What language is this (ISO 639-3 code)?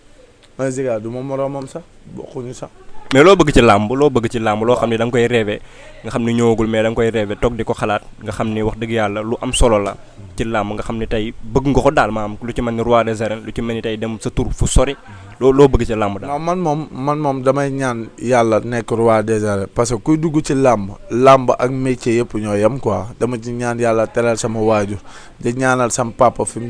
wol